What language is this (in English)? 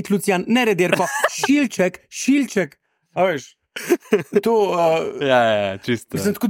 Slovenian